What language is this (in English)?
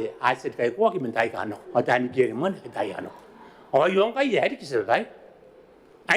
Gilbertese